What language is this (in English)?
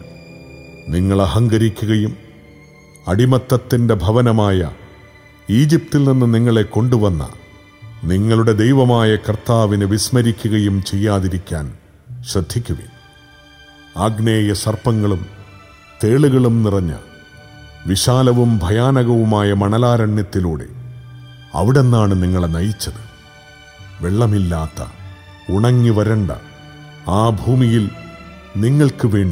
Malayalam